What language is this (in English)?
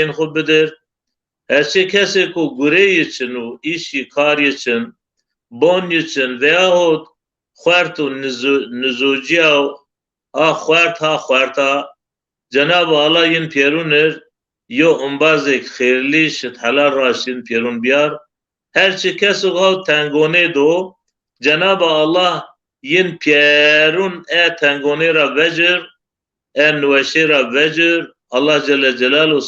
Zaza